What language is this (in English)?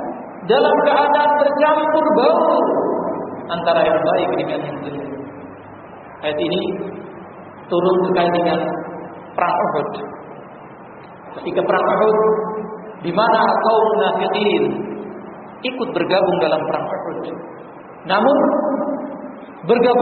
Indonesian